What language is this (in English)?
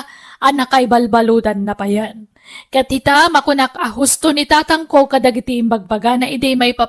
Iloko